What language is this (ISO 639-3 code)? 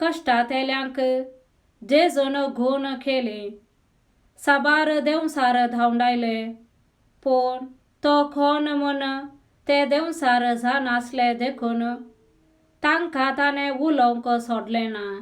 kok